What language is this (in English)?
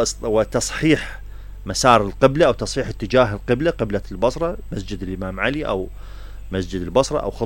Mesopotamian Arabic